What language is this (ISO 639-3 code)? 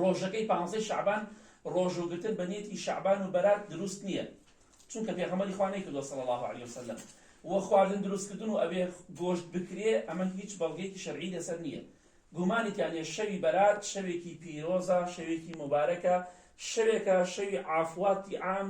ckb